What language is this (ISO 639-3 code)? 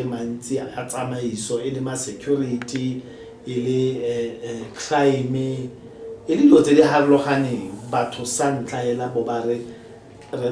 tsn